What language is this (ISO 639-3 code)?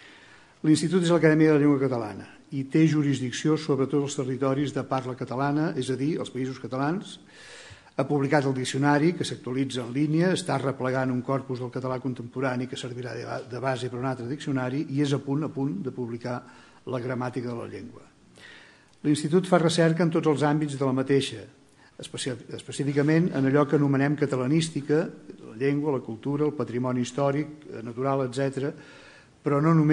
cat